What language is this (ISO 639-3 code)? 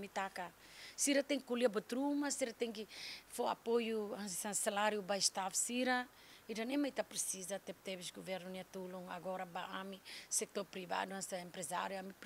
tet